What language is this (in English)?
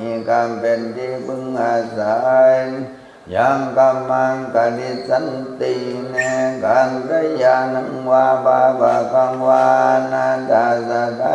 Pali